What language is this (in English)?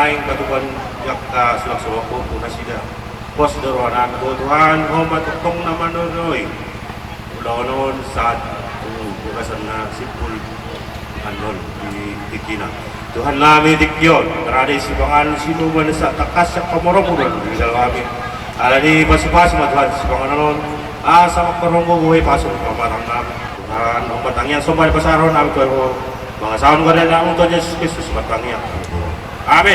Batak Toba